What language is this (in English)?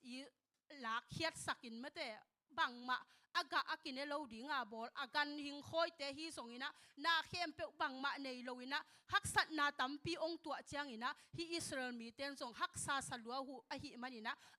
Tedim Chin